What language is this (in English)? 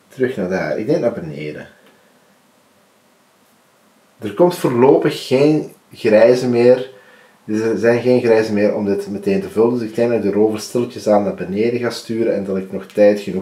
Dutch